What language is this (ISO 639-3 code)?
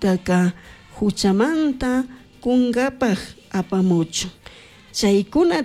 qug